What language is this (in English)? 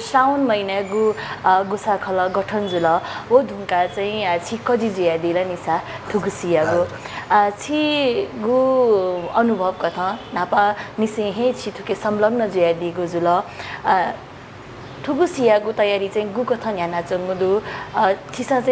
Newari